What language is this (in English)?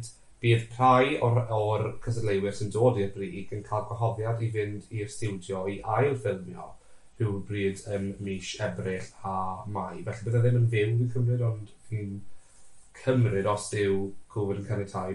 Welsh